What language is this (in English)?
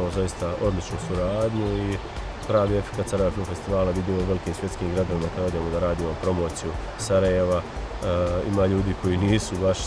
Bosnian